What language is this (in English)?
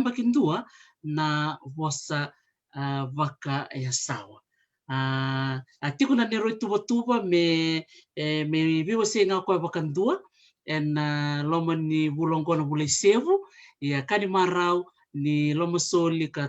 Fijian